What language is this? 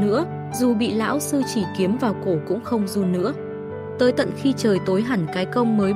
Vietnamese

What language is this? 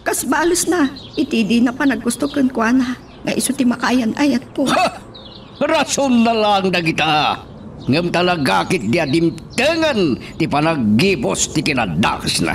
Iloko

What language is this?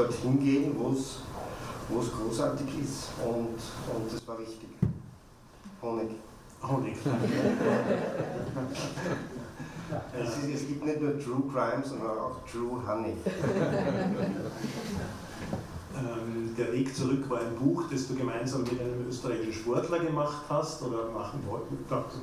German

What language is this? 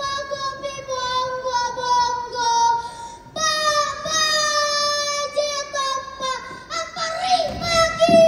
Makasar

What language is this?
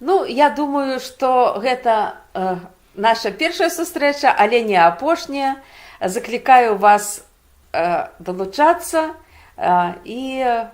Belarusian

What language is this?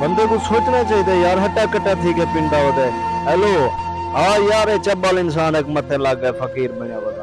Saraiki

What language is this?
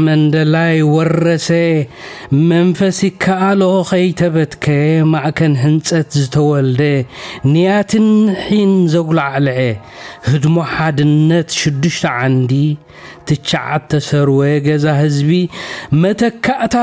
Tigrinya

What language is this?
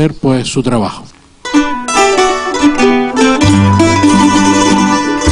Spanish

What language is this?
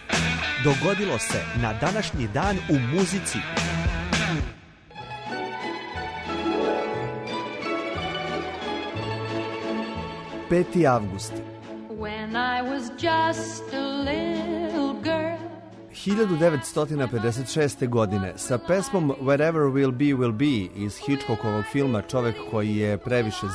Serbian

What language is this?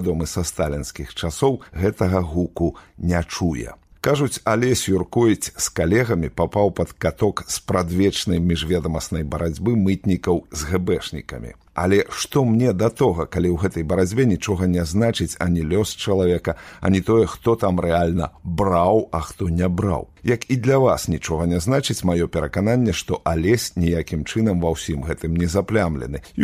Belarusian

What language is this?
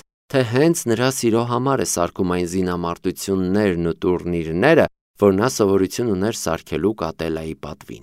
Armenian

